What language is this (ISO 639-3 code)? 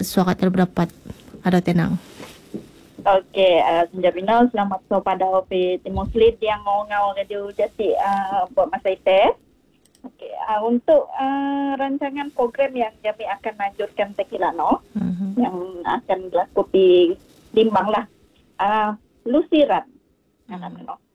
msa